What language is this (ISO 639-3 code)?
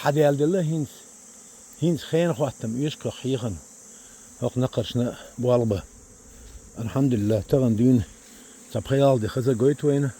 che